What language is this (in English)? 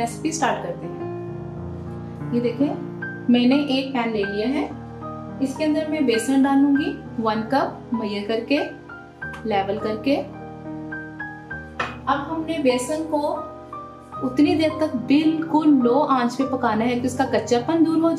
Hindi